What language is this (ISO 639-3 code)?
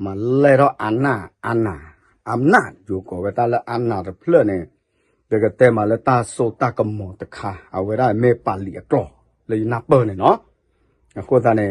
ksw